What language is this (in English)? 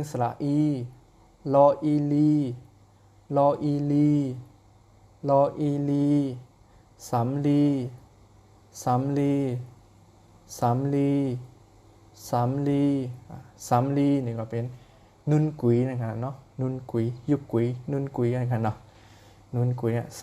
Shan